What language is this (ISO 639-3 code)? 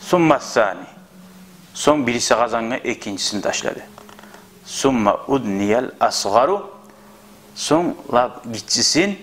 kum